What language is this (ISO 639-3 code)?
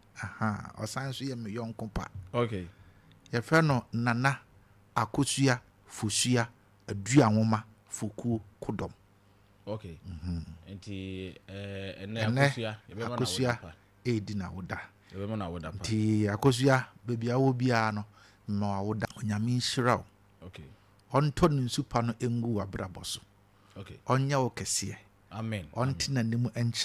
aka